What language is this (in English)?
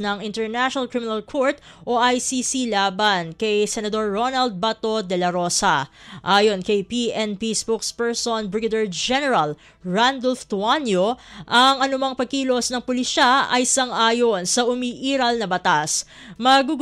Filipino